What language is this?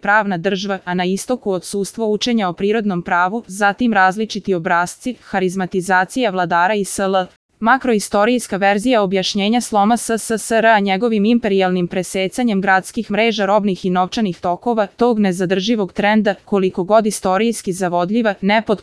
Serbian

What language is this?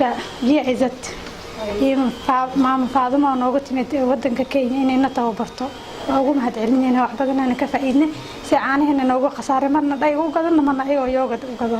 Somali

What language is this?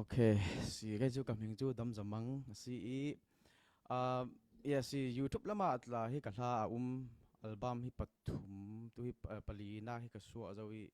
Falam Chin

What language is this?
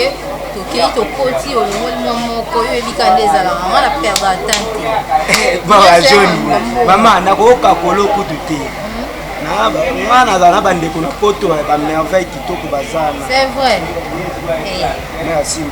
Lingala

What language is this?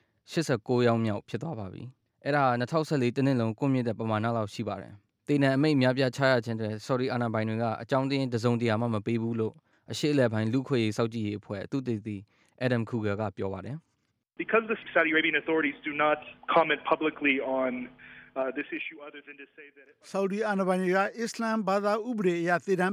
Burmese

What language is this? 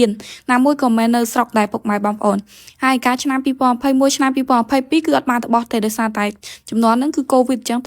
Khmer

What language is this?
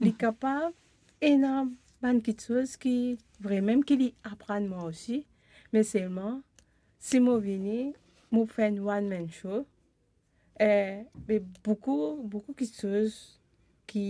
Morisyen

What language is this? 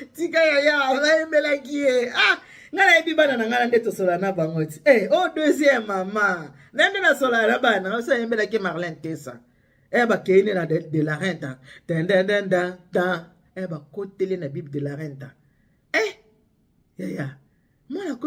Lingala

